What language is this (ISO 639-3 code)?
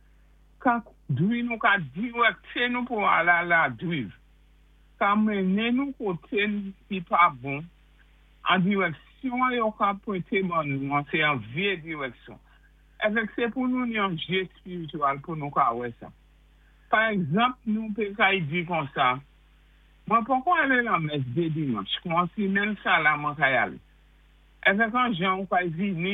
acf